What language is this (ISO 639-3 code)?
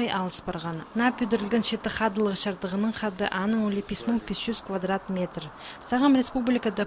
kjh